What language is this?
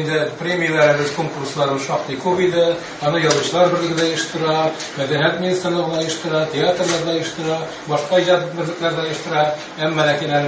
Tatar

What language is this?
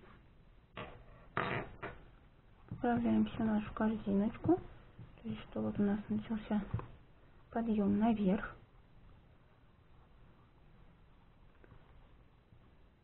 Russian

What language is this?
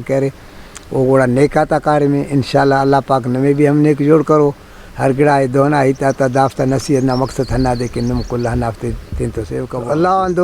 Brahui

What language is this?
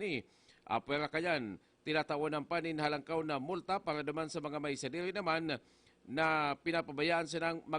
Bikol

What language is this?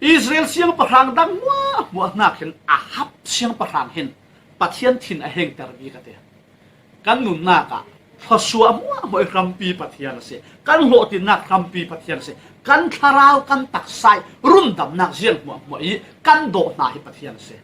Falam Chin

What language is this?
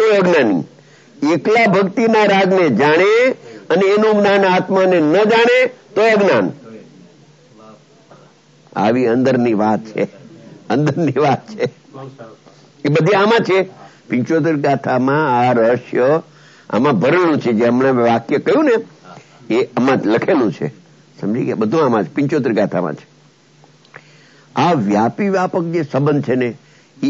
Gujarati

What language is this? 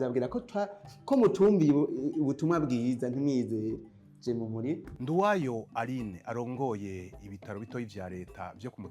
Rundi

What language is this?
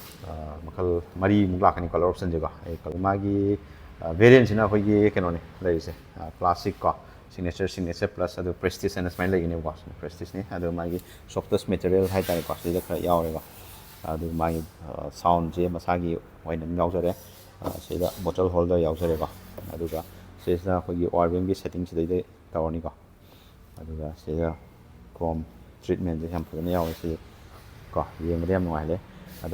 Manipuri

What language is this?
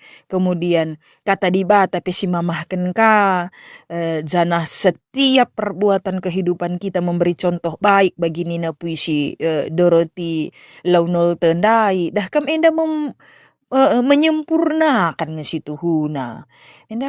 Batak Karo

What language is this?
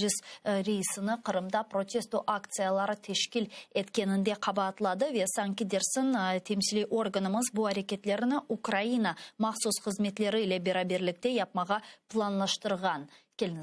Crimean Tatar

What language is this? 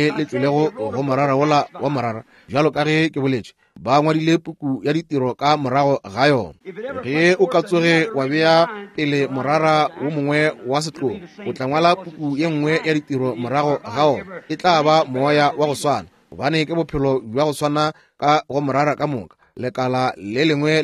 Northern Sotho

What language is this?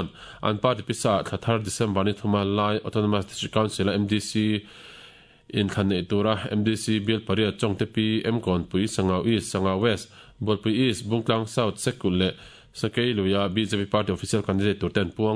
Mizo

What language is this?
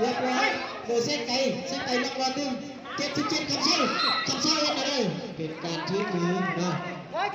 Lao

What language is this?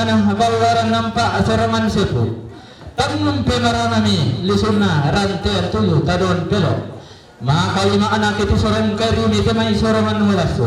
Toraja-Sa'dan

